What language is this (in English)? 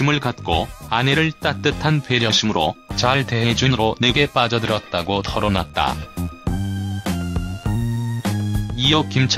Korean